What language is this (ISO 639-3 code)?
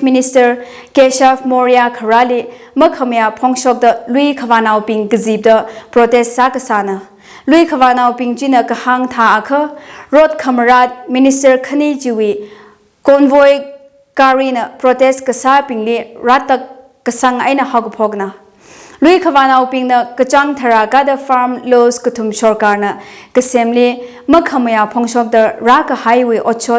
nmf